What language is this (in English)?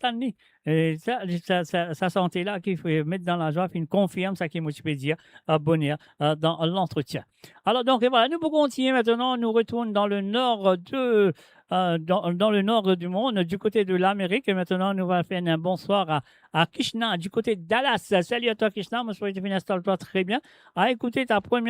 Morisyen